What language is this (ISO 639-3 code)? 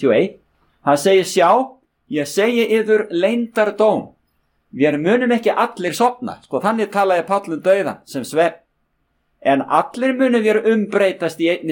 isl